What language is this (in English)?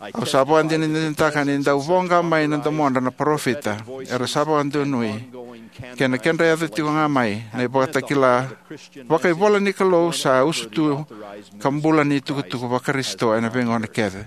Fijian